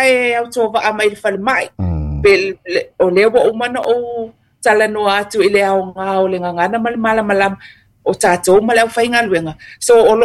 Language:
Samoan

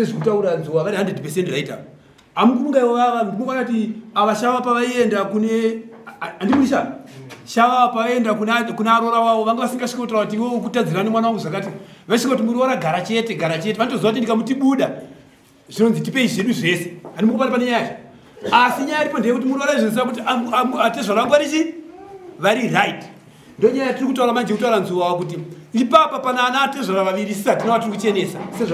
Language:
Shona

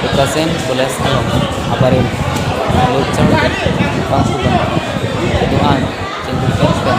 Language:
Karbi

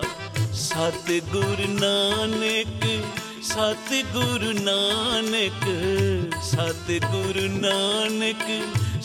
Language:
Punjabi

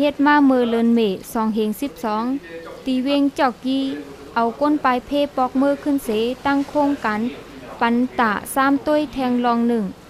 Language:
Shan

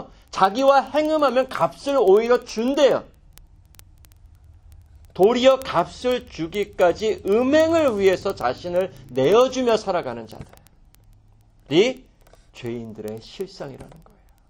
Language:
Korean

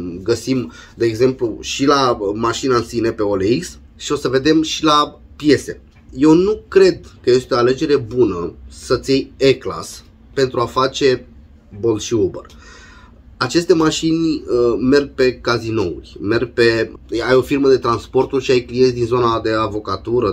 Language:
Romanian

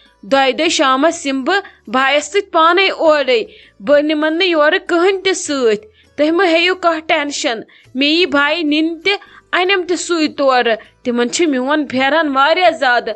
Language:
Kashmiri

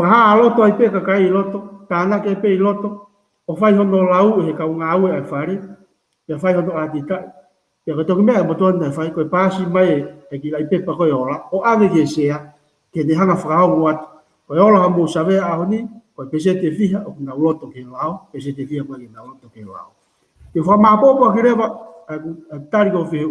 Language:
Tongan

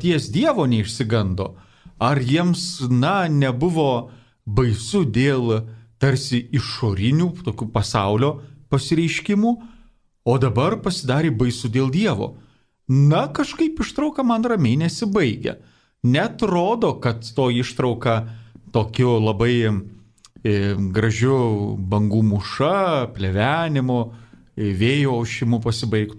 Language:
Lithuanian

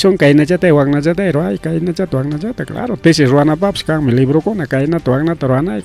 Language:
Ayacucho Quechua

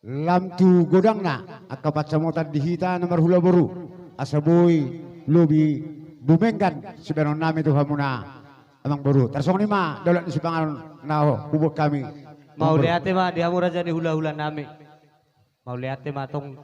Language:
Batak Toba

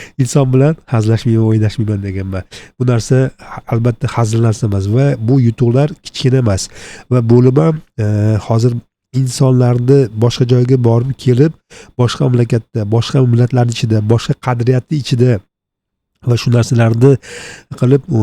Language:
Uzbek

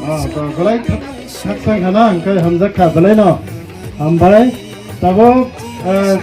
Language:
Kok Borok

